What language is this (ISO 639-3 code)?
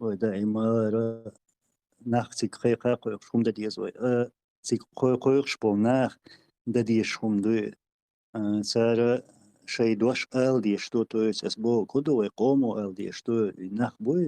che